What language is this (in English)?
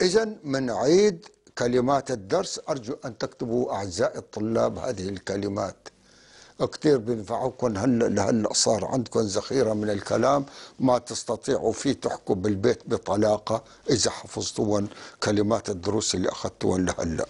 North Levantine Arabic